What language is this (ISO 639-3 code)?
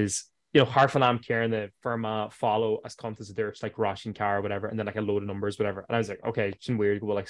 gle